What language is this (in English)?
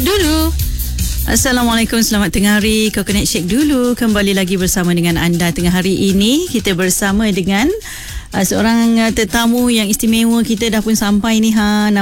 Malay